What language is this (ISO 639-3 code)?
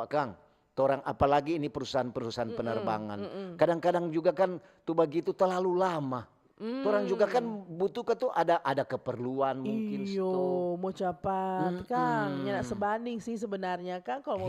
xmm